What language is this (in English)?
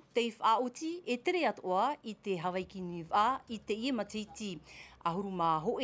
Tahitian